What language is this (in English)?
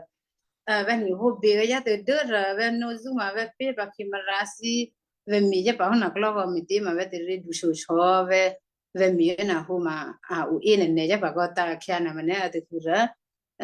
Western Kayah